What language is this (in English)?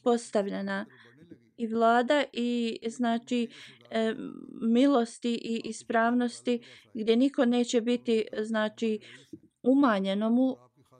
Bosnian